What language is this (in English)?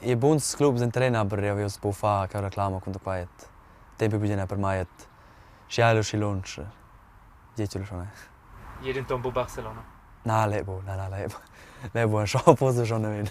Romansh